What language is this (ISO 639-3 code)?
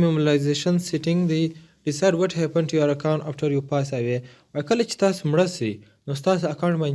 pus